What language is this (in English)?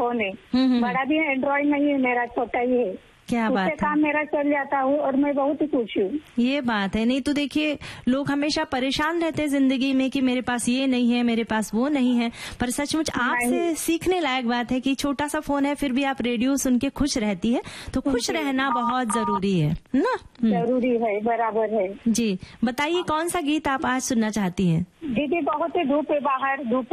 Hindi